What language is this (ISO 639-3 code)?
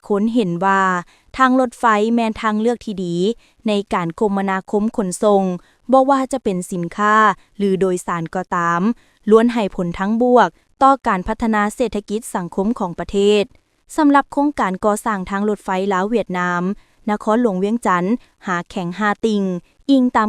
lao